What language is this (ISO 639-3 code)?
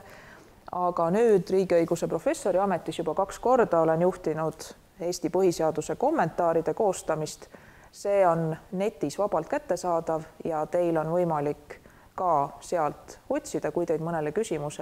est